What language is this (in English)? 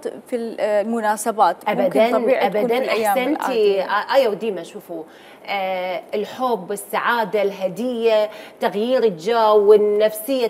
Mesopotamian Arabic